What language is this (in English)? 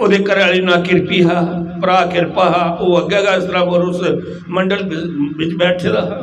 Dogri